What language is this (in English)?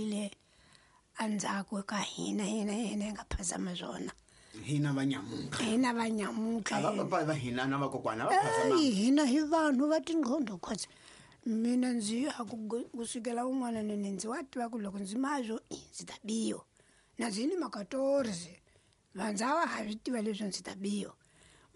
Tsonga